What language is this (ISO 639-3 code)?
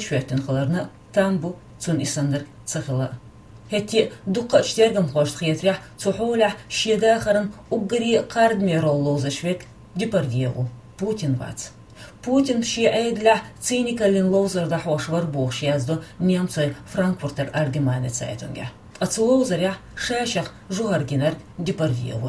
che